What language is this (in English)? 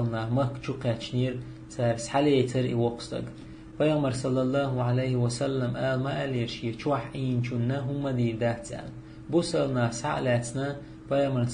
Chechen